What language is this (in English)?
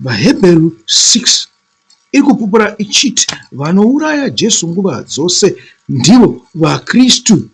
Shona